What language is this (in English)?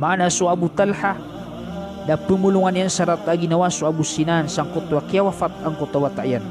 Maranao